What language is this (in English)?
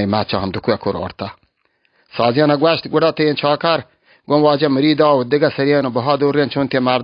Baluchi